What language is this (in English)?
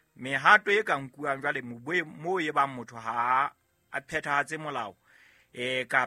Southern Sotho